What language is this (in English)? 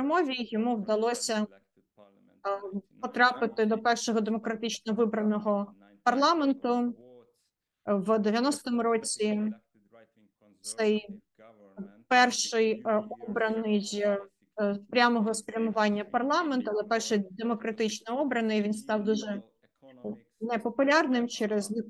Ukrainian